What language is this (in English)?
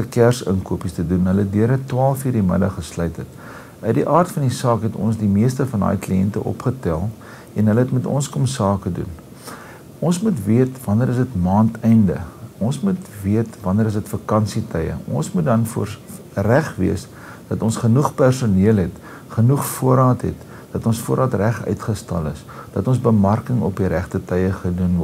Afrikaans